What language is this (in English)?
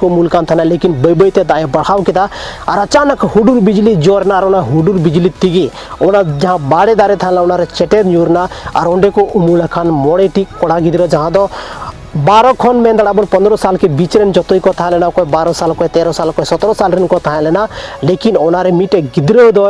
Santali